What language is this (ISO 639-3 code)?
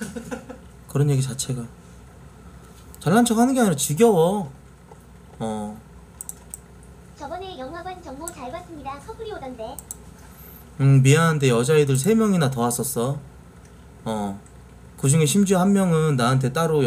kor